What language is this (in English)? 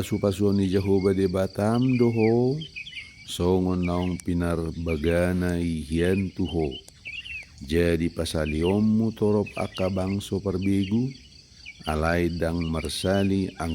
Batak Toba